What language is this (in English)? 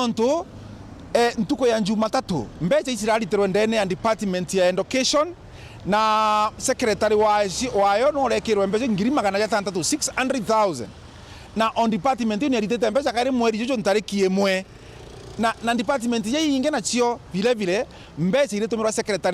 Meru